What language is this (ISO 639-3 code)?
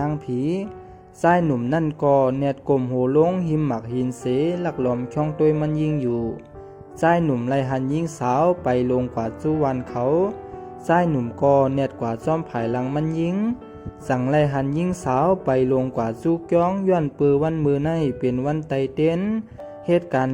shn